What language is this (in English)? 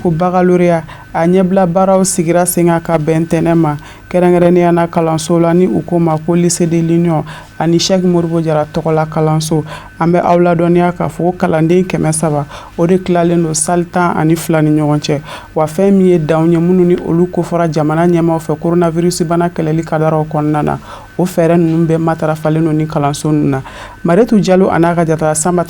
Bambara